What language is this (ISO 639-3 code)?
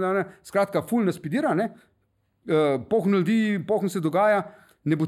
slv